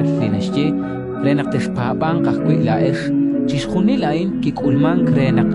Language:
Kekchí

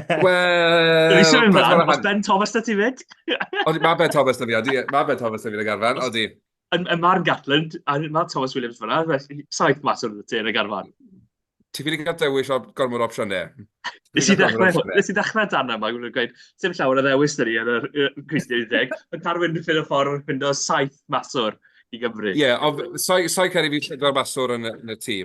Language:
Welsh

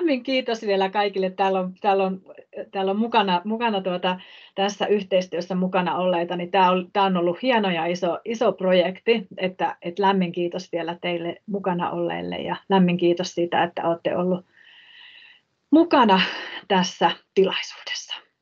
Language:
Finnish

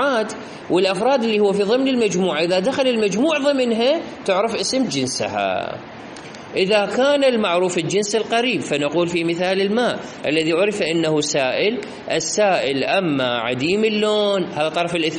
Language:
Mesopotamian Arabic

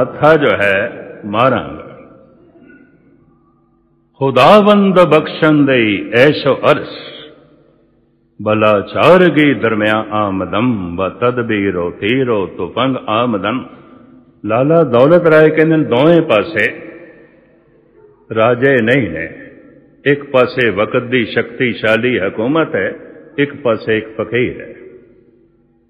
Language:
Punjabi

